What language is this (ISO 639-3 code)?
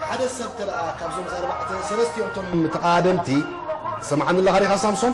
tir